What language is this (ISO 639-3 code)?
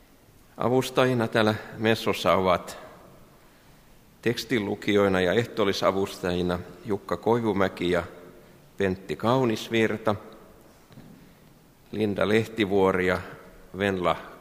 fin